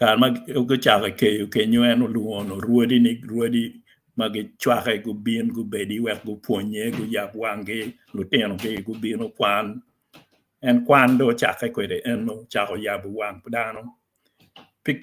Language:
Acoli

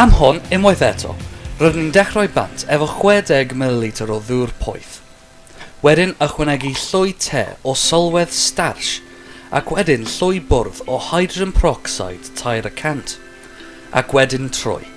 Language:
Welsh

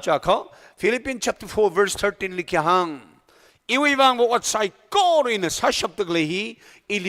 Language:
Tangkhul Naga (India)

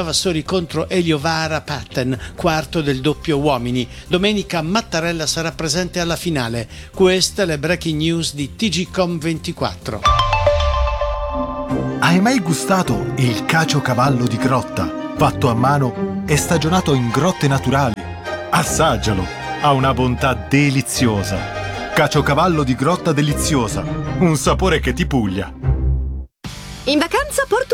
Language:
Italian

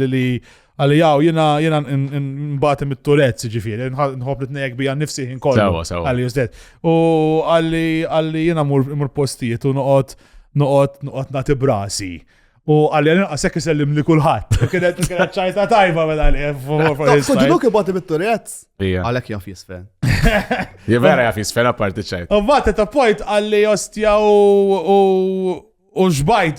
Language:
Maltese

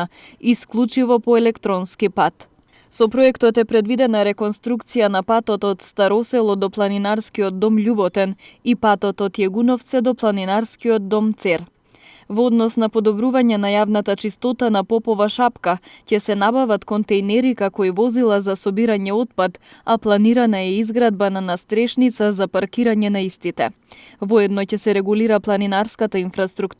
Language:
Macedonian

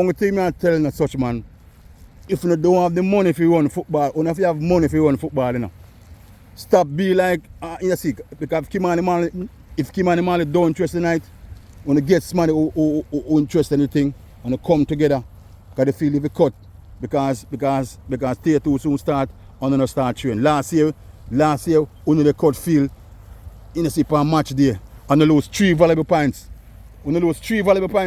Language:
Jamaican Creole English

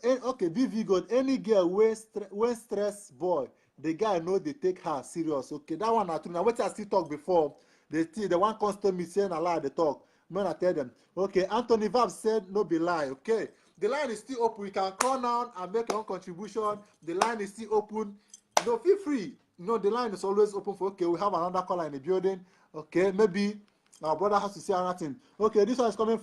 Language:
Nigerian Pidgin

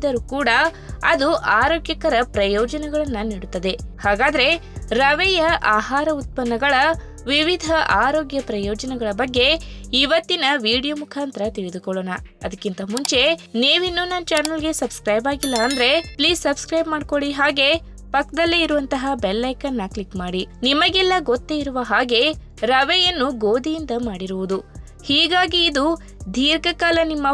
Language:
Kannada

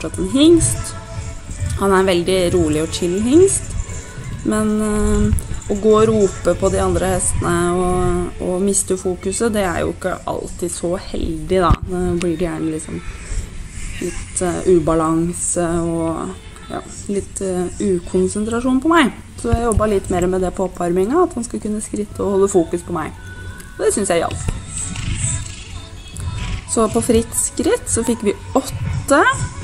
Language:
Norwegian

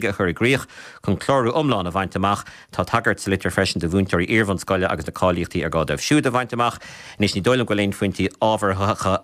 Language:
Irish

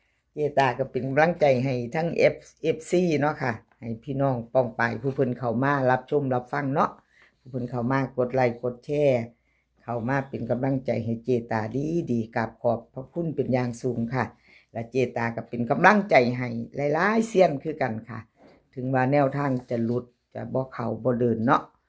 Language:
Northeastern Thai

